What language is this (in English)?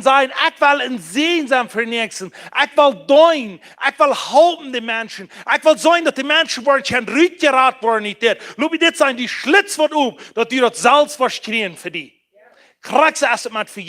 Plautdietsch